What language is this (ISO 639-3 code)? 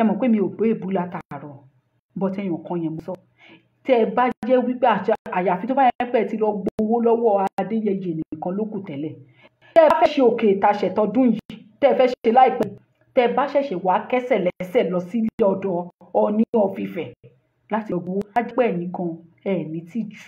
yor